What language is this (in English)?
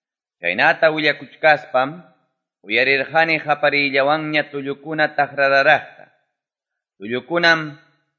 Ayacucho Quechua